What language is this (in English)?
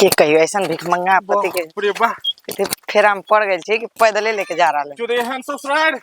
Maithili